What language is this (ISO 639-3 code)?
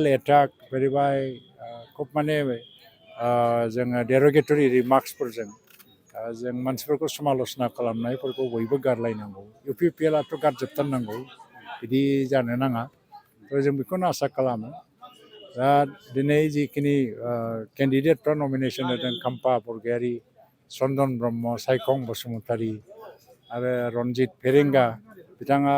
brx